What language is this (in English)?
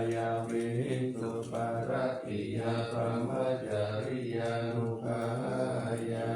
Pali